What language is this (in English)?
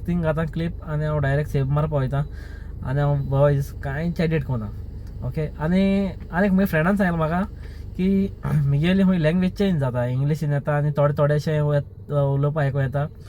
Konkani